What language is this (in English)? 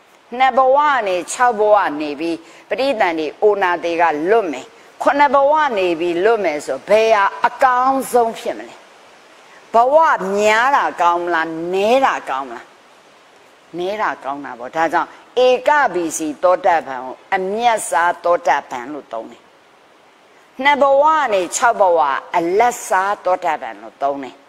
Burmese